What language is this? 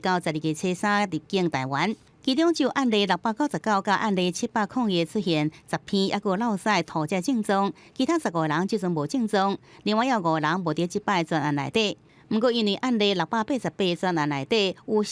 Min Nan Chinese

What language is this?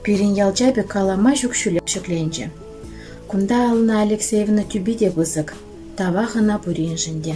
Chuvash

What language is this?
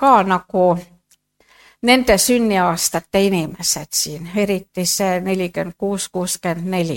Estonian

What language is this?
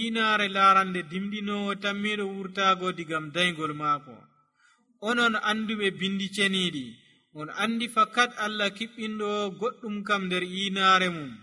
Nigerian Fulfulde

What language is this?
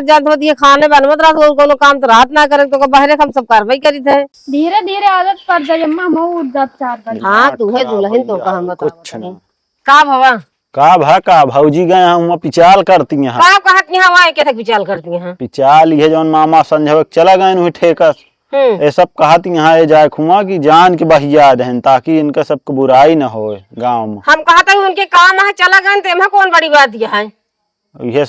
Awadhi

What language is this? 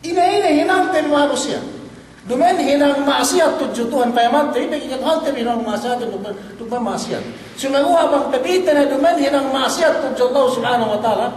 Yakan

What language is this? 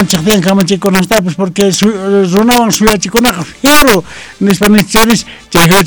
Quechua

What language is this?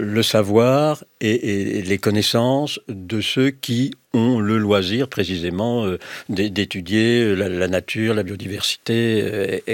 French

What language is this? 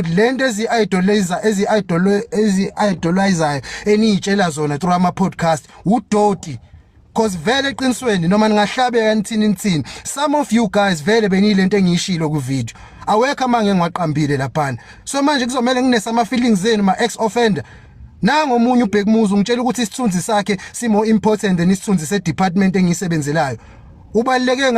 Zulu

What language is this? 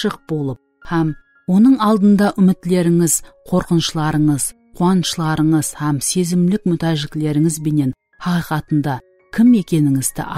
Kara-Kalpak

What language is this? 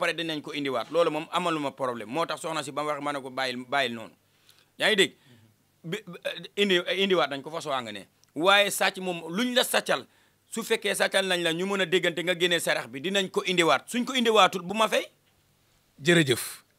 Wolof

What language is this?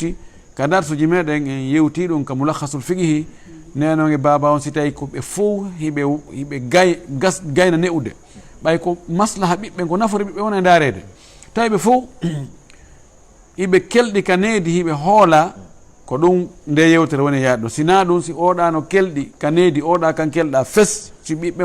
Fula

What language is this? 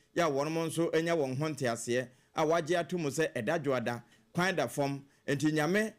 Akan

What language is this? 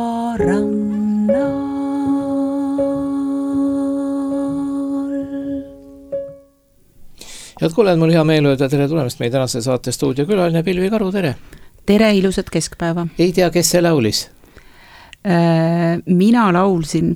Estonian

